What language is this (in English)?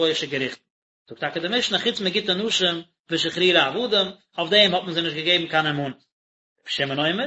Yiddish